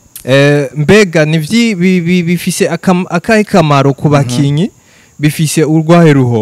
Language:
Rundi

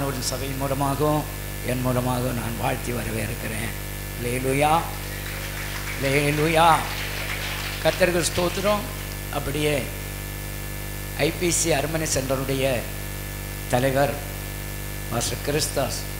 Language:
Tamil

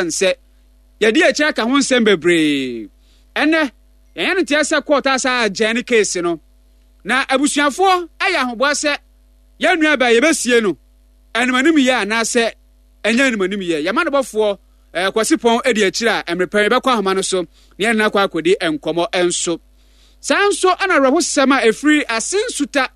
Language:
Akan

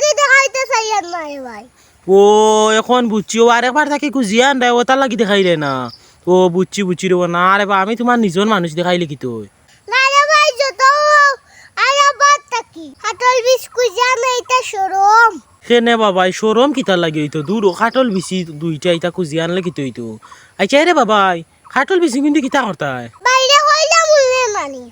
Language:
Sylheti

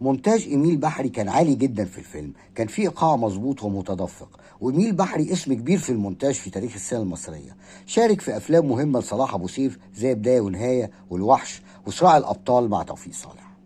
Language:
Egyptian Arabic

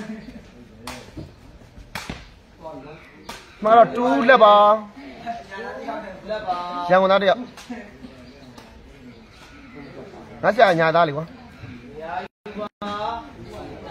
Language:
Burmese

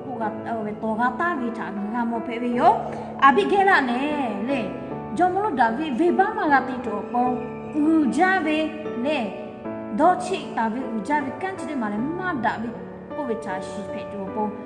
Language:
Lahu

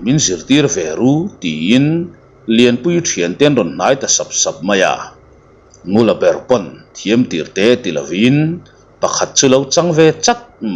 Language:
Mizo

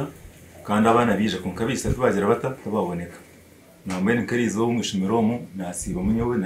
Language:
Nyankole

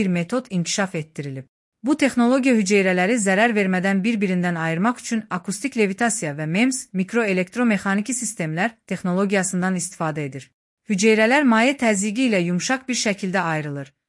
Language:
Azerbaijani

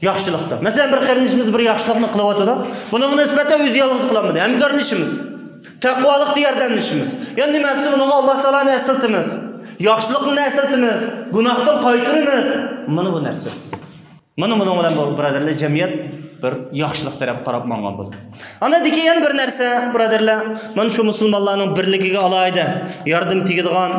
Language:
Uyghur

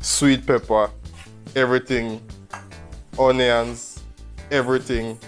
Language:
Jamaican Creole English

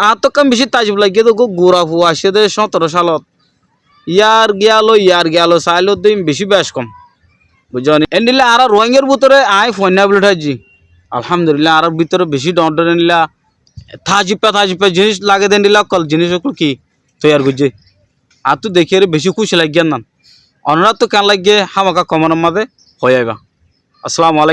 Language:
Rohingya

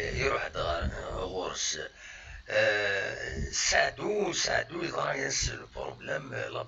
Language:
Kabyle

